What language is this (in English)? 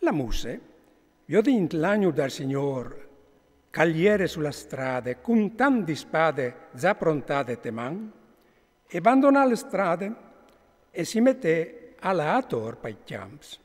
Friulian